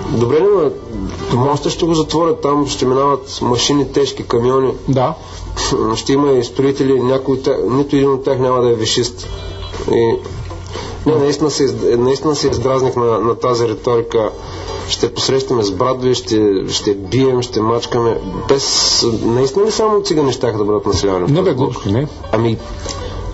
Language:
Bulgarian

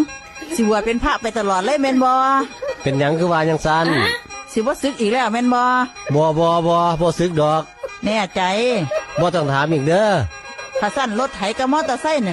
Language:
Northeastern Thai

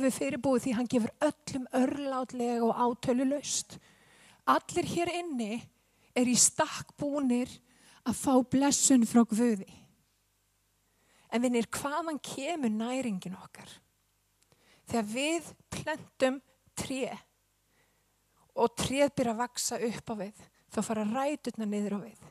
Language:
Icelandic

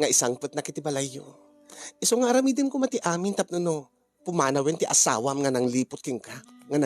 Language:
Iloko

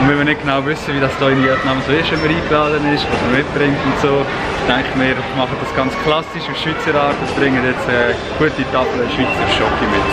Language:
Swiss German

